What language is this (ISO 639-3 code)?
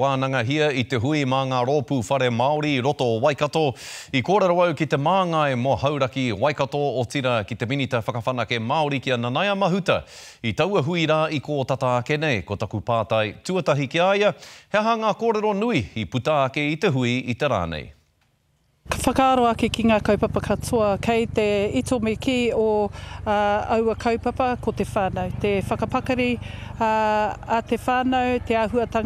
mri